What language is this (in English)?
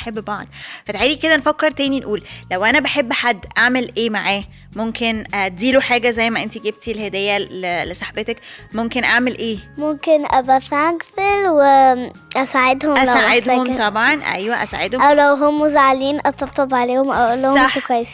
Egyptian Arabic